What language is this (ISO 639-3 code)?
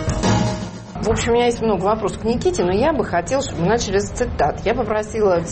rus